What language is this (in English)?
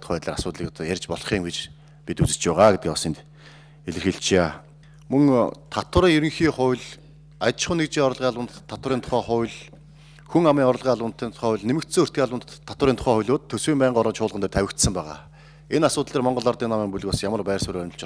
Mongolian